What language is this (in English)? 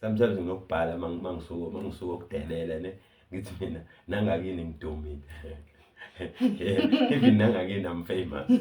Zulu